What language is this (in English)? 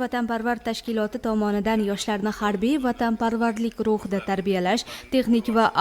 Uzbek